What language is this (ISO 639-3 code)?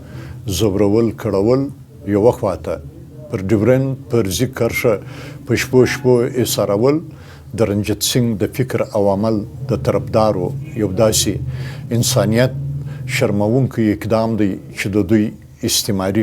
pus